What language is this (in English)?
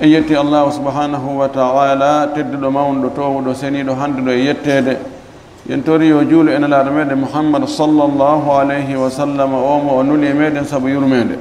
Fula